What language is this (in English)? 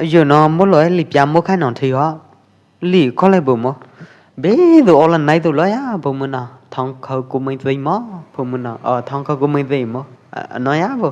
Pwo Eastern Karen